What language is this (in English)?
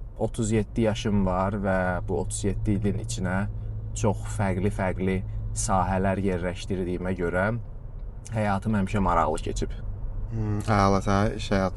Azerbaijani